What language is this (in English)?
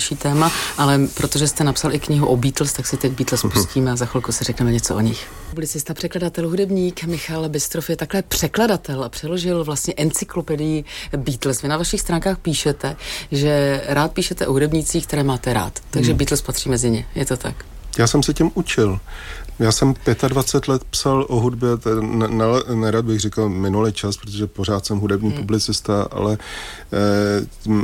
Czech